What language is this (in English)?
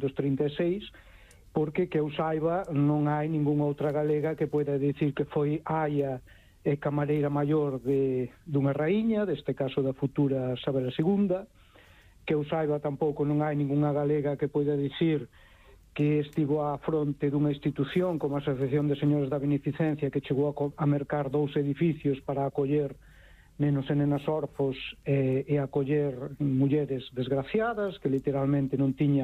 Galician